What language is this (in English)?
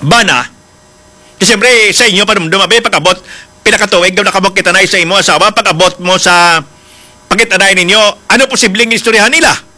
Hiligaynon